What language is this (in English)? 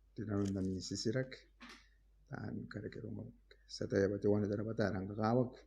Gilbertese